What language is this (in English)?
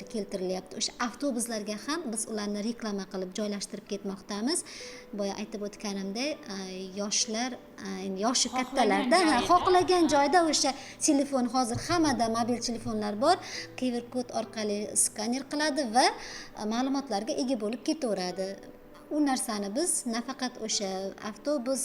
Uzbek